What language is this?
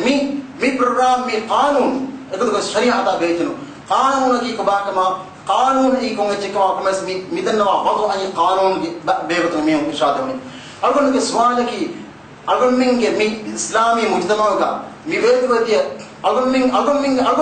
Divehi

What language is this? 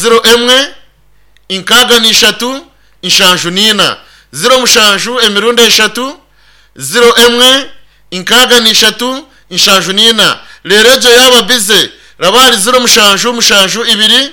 Nyankole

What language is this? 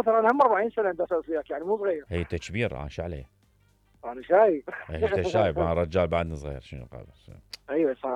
Mesopotamian Arabic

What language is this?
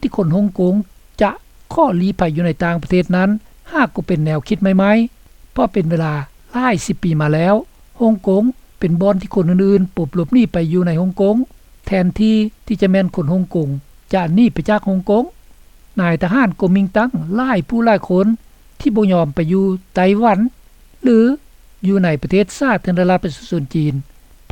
Lao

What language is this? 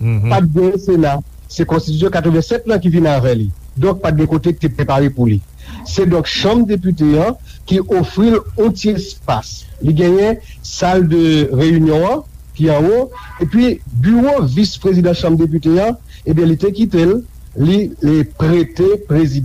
Haitian Creole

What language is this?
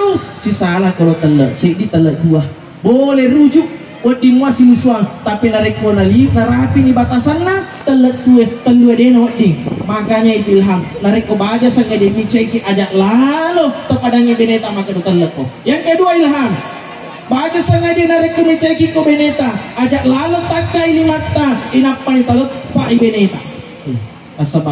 Buginese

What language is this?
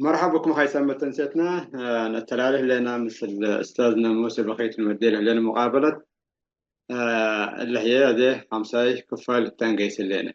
Tigre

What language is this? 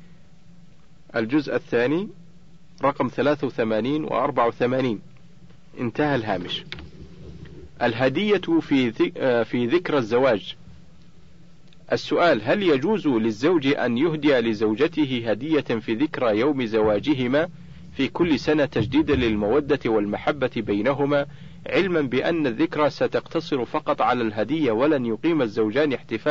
Arabic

